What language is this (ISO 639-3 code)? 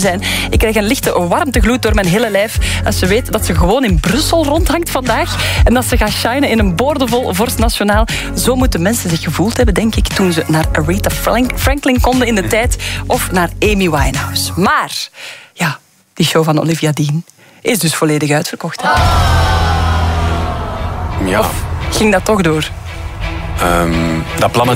nld